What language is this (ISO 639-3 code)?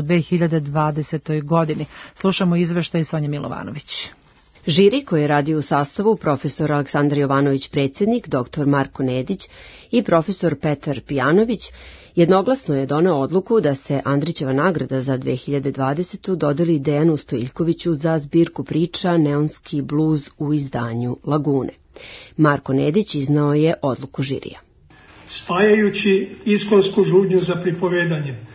srp